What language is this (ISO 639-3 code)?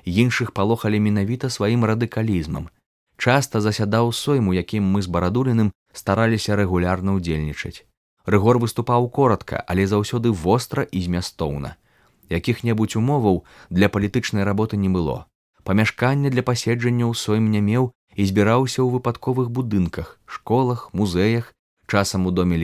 bel